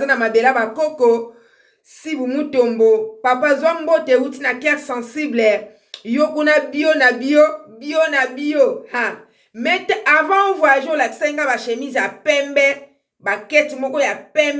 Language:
Lingala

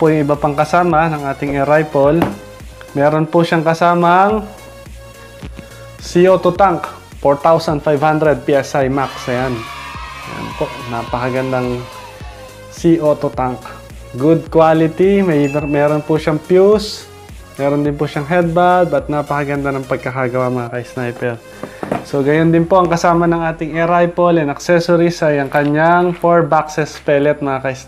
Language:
Filipino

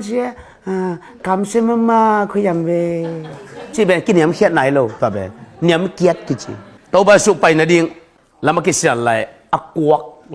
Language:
Tedim Chin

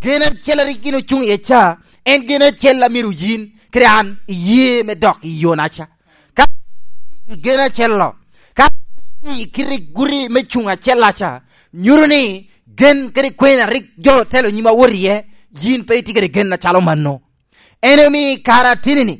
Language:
Lango (Uganda)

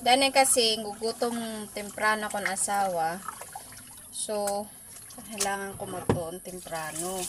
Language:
Waray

